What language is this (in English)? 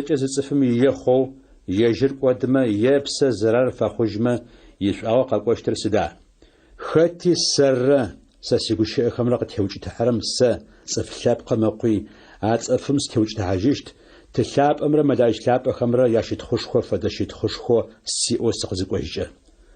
Adyghe